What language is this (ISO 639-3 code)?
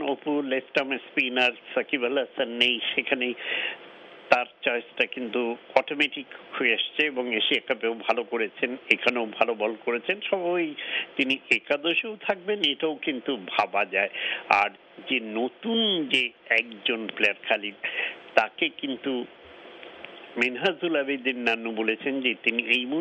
ben